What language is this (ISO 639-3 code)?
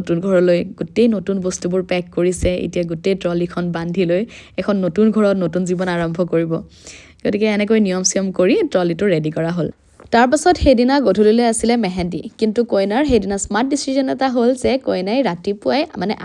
asm